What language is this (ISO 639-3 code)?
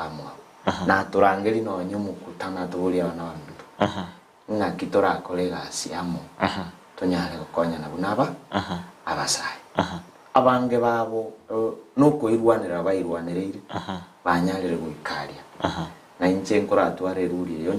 guz